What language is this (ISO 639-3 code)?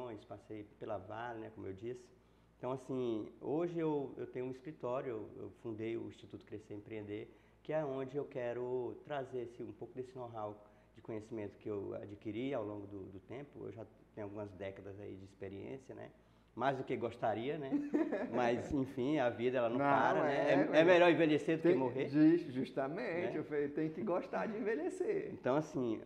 por